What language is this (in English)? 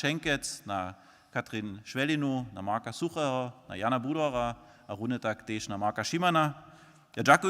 Upper Sorbian